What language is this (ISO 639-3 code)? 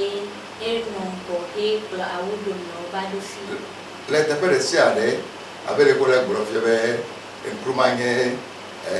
ewe